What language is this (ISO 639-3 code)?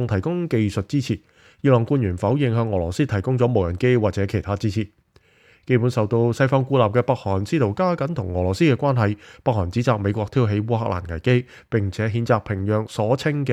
yue